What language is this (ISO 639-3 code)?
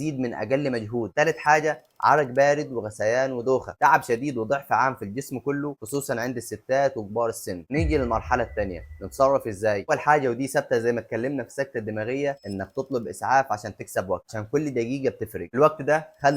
arz